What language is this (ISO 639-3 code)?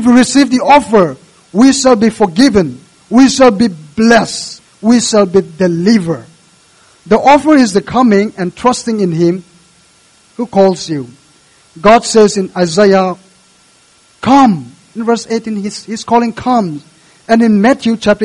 eng